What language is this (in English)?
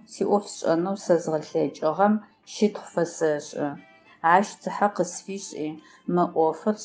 Adyghe